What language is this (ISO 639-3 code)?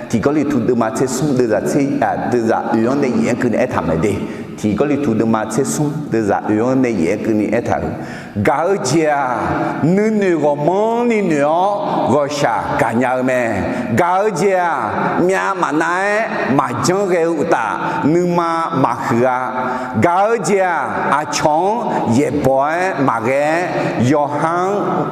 ahk